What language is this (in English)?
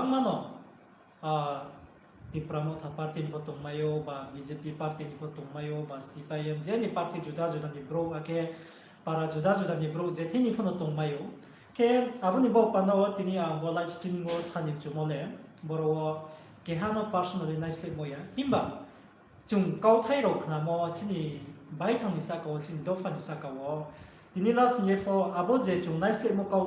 Riang (India)